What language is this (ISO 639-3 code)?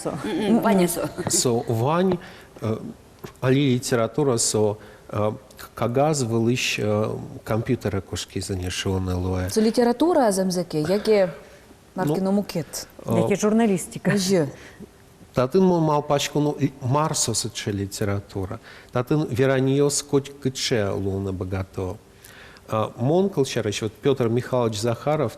udm